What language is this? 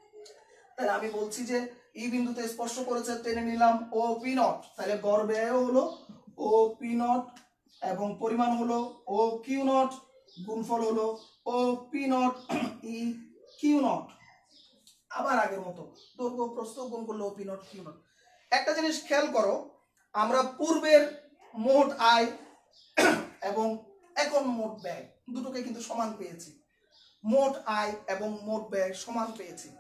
Bangla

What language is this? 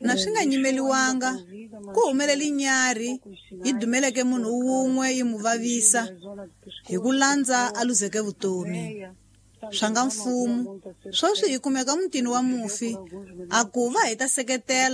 Tsonga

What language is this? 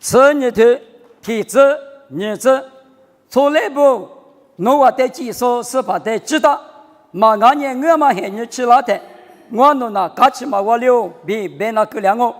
Lisu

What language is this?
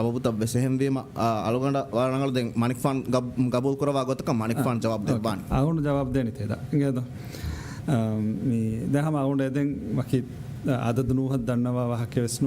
Divehi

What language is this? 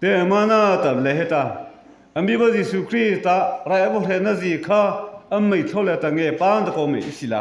Mara Chin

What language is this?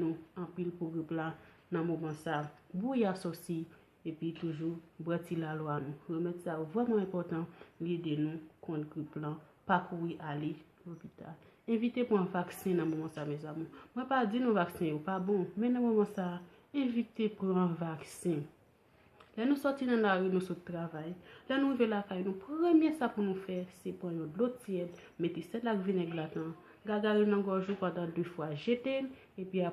Haitian Creole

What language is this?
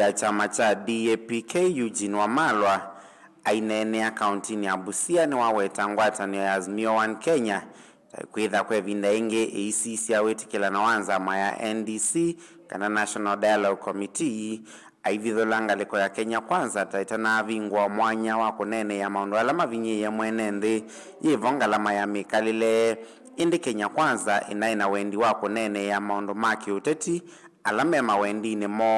Kamba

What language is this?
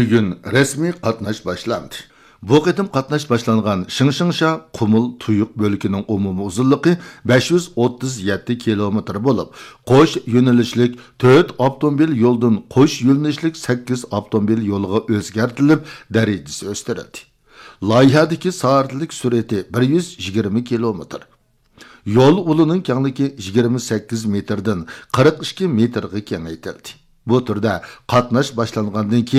Uyghur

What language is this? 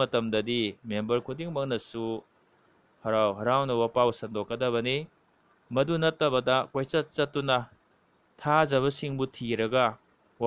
Manipuri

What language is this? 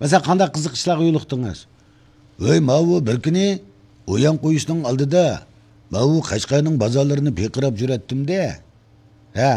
Uyghur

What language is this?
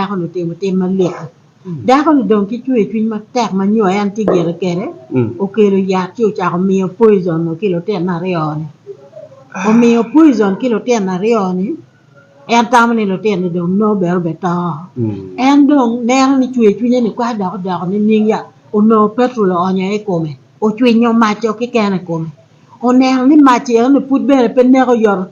Acoli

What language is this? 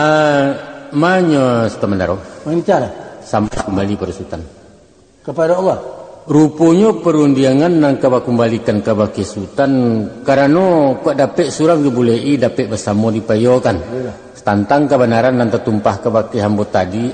Minangkabau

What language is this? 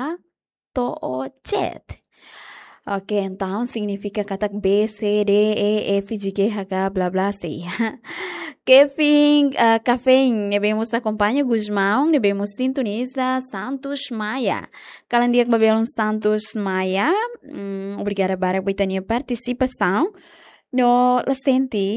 Tetum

